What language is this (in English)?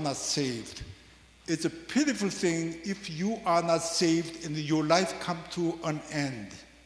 English